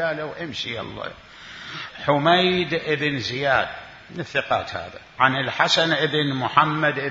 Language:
Mesopotamian Arabic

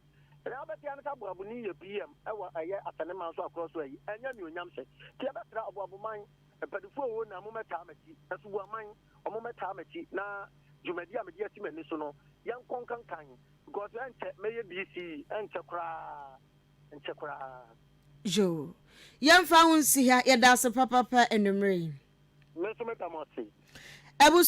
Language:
Akan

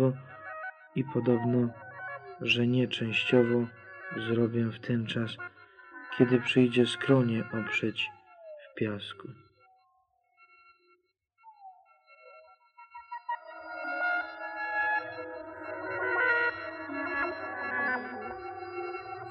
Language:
Polish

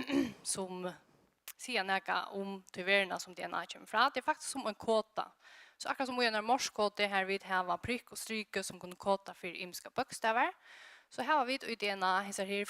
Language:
Faroese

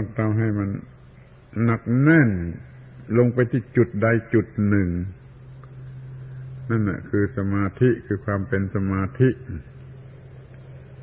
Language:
Thai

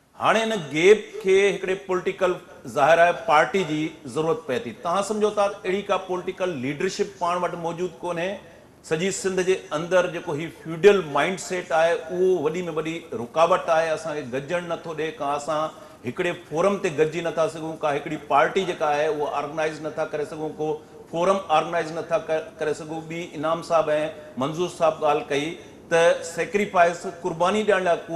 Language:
Sindhi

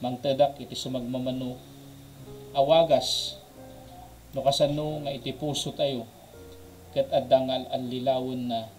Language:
Iloko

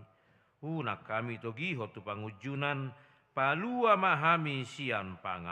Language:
Batak Toba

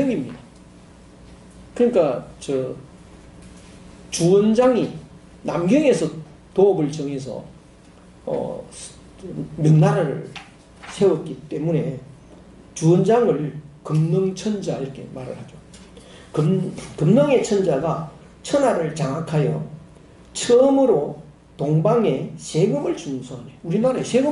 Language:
Korean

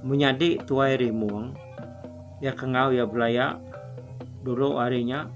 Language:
Iban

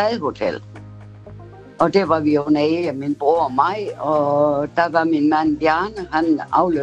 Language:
Danish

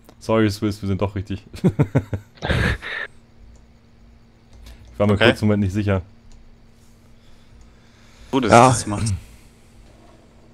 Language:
German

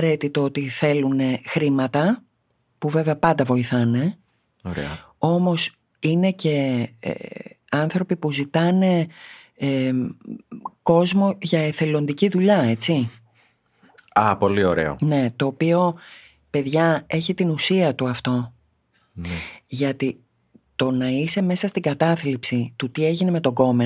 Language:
Greek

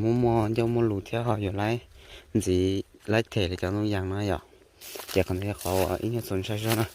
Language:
Hmong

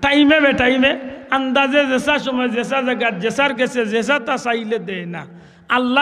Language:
Sylheti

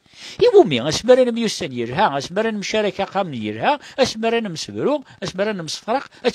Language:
Kabyle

